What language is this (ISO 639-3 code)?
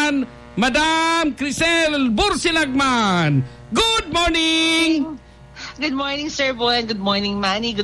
bik